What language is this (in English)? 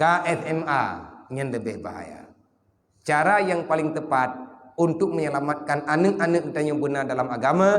Achinese